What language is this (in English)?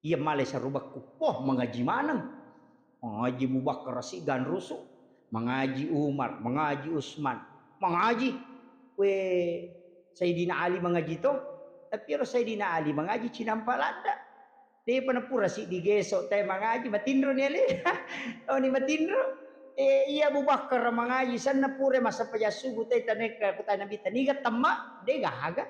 Buginese